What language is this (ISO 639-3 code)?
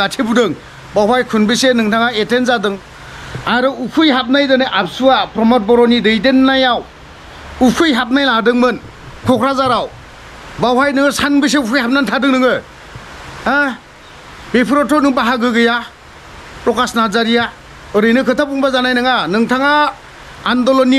brx